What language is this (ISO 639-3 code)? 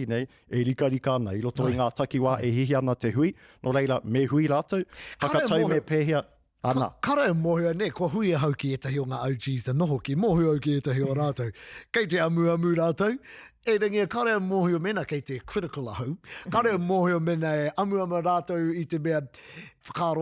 mri